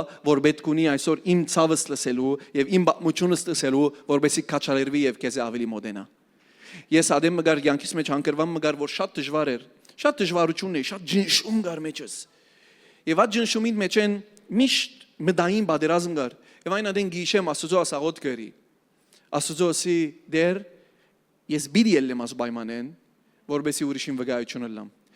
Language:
Western Armenian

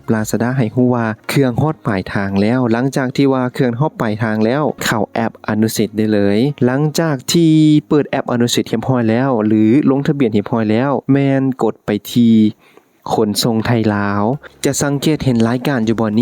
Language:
Lao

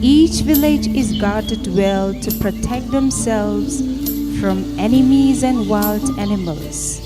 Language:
Tangkhul Naga (India)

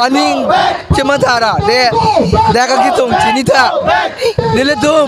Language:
Karbi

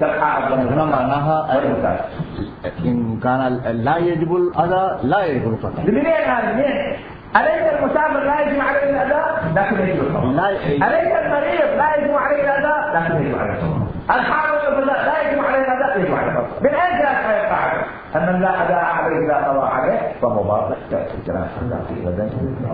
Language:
Mesopotamian Arabic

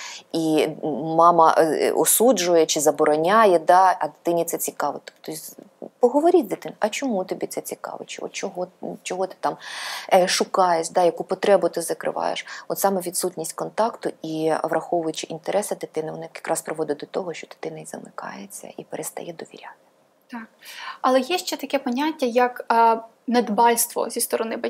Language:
Ukrainian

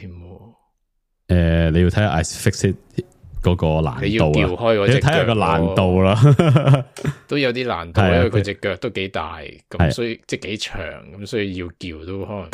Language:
Cantonese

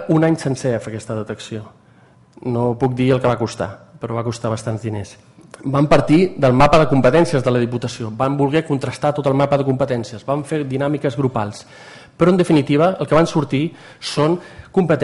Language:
Catalan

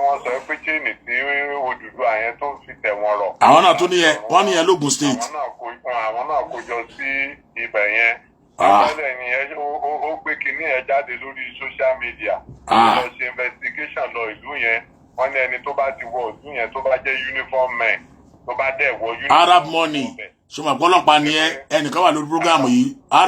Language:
Yoruba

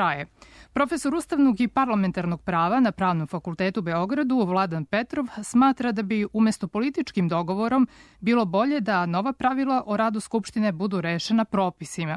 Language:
Serbian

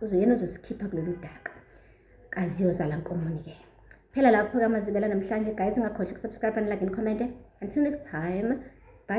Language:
Zulu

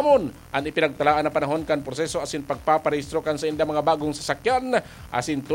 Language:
Bikol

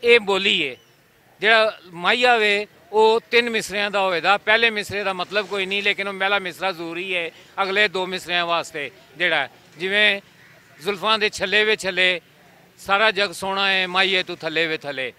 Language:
Western Panjabi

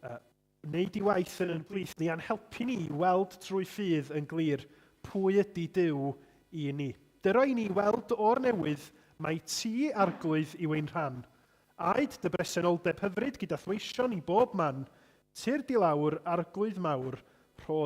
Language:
Welsh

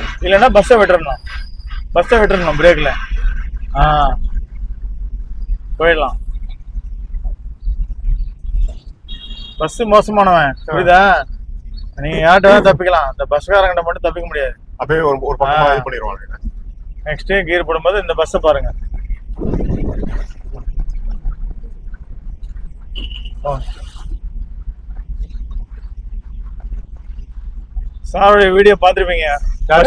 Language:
Tamil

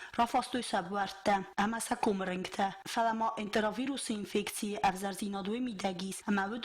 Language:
Ossetic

